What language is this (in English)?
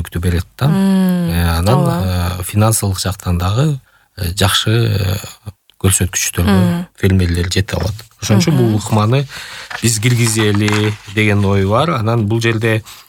Kyrgyz